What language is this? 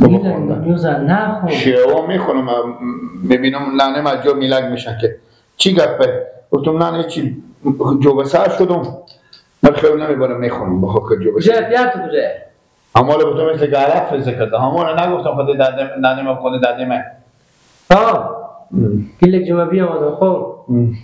Persian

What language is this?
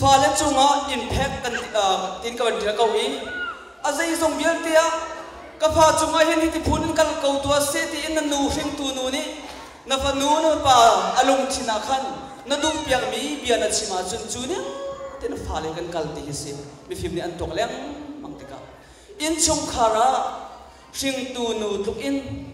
Malagasy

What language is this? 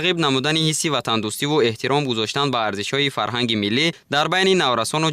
Tajik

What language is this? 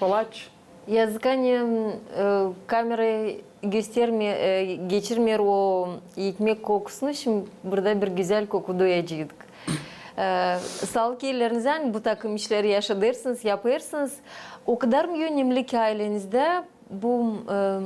Gagauz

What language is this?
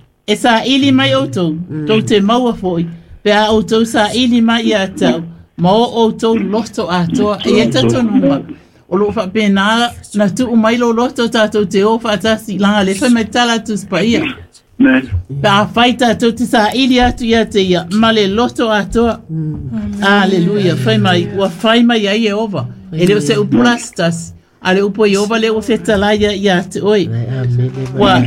Samoan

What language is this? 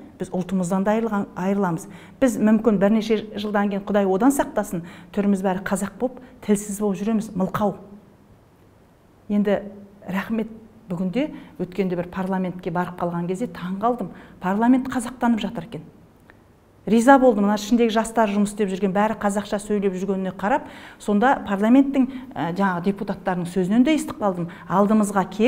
Kazakh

